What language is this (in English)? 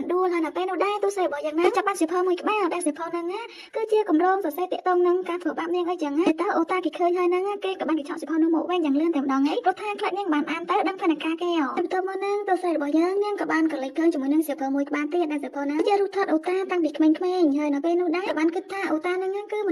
Khmer